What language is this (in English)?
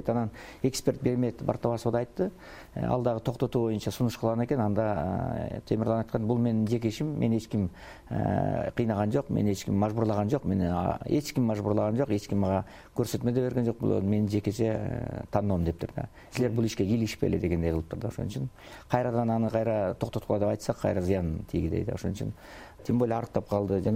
Kyrgyz